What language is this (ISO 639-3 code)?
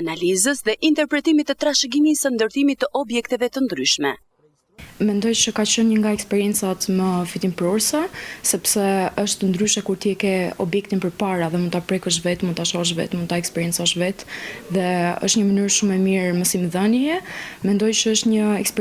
sqi